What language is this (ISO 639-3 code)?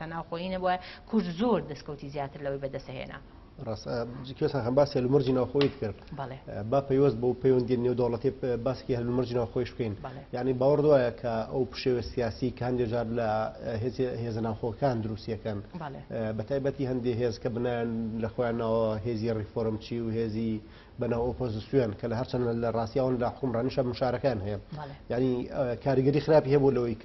ckb